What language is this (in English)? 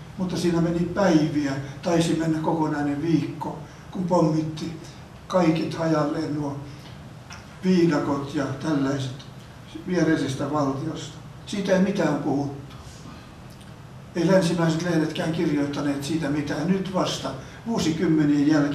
Finnish